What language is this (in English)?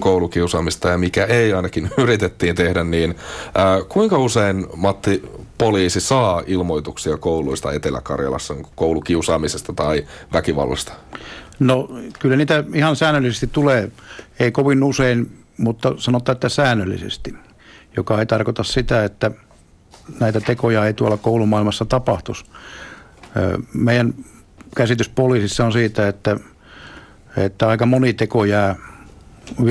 Finnish